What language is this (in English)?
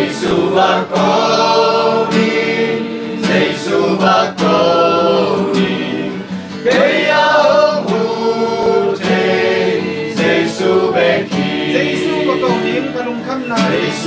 Tedim Chin